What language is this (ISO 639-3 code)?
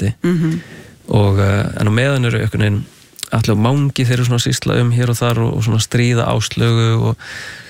isl